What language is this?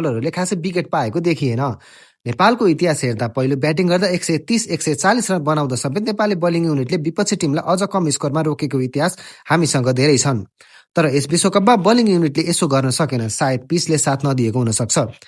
Nepali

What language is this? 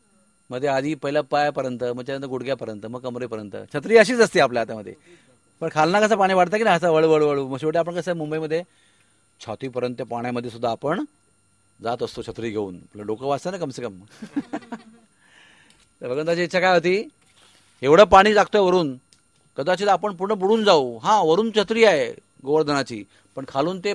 Marathi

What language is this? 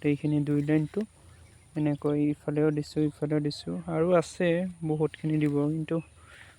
Assamese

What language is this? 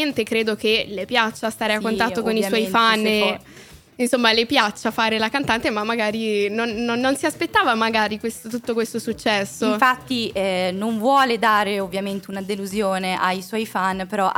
Italian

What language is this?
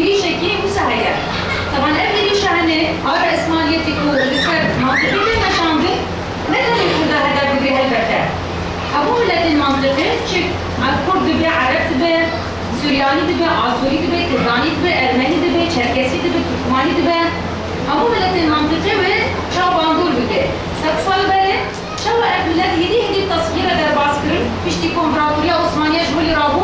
Kurdish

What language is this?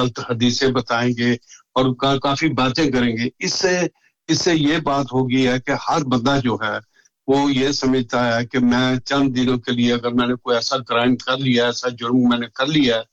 Urdu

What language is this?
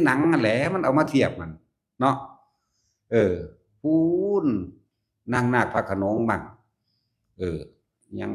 Lao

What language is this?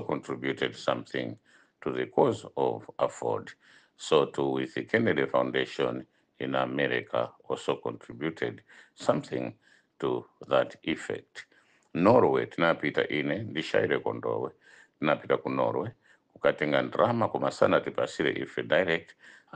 Nyanja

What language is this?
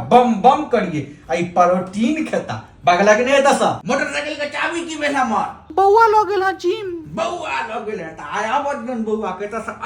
Maithili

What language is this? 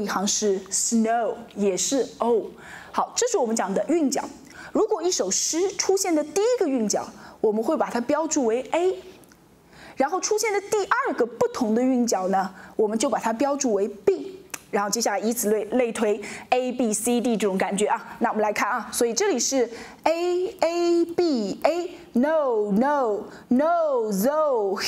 Chinese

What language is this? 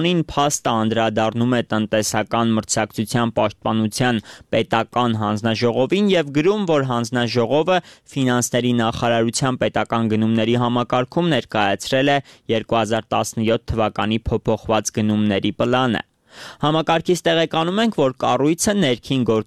Armenian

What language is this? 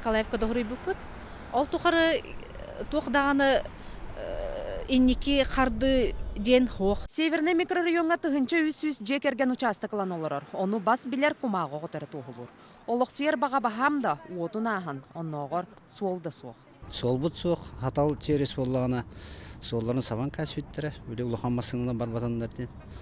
Yakut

